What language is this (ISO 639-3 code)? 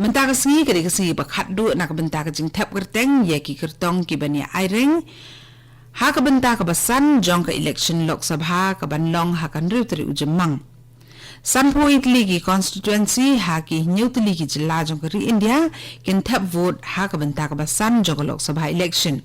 kha